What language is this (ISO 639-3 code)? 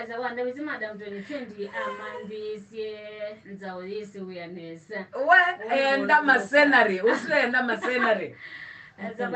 kam